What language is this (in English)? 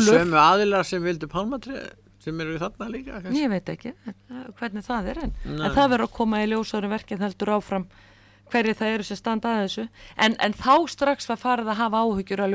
Icelandic